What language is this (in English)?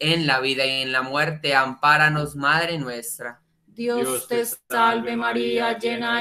Spanish